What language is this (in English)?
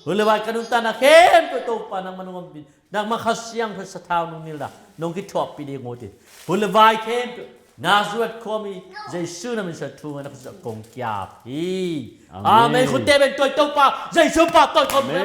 Tedim Chin